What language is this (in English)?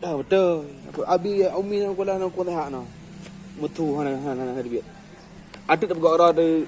Achinese